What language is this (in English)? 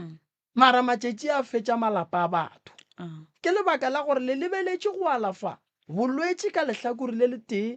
Northern Sotho